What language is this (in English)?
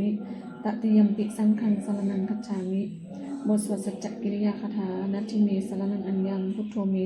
Pali